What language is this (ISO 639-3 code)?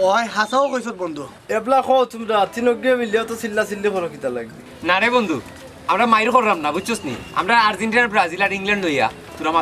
syl